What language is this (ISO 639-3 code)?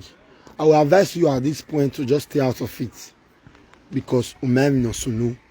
pcm